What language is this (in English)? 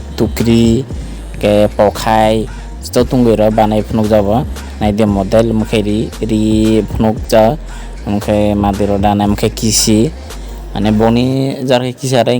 Kok Borok